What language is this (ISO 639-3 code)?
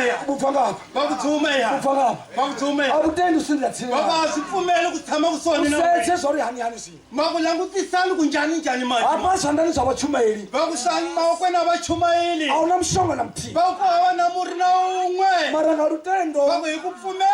tso